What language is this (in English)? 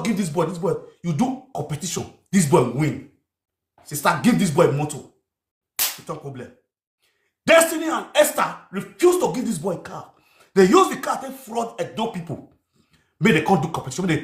Nigerian Pidgin